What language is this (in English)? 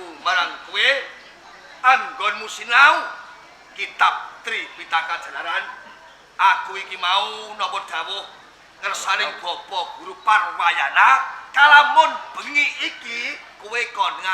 Javanese